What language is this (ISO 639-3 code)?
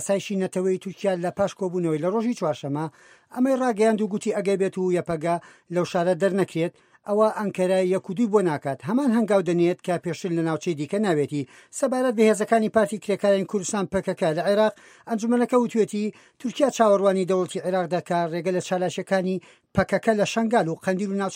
ckb